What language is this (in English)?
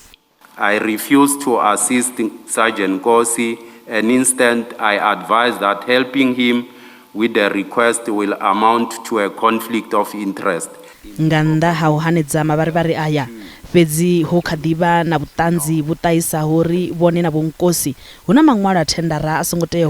Venda